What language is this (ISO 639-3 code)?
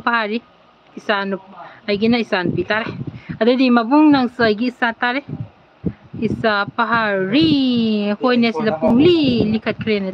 mni